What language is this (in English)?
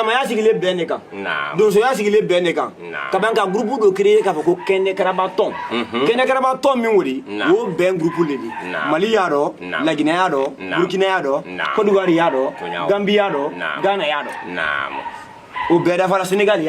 Bambara